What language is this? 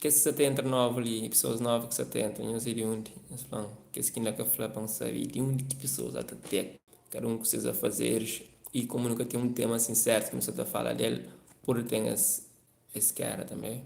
Kabuverdianu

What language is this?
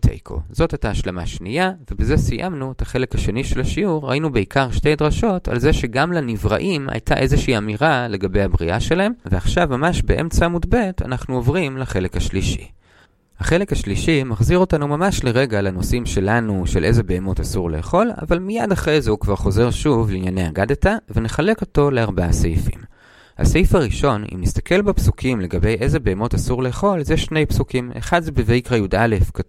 Hebrew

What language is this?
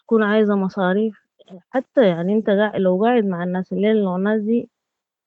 Sudanese Arabic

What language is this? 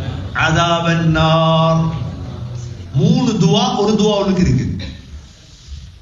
Tamil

